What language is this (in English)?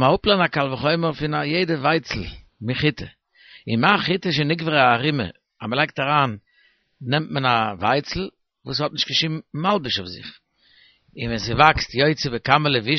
Yiddish